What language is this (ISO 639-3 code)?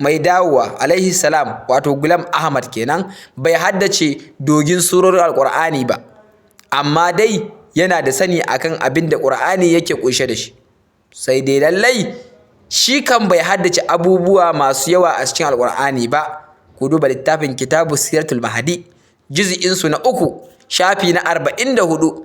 hau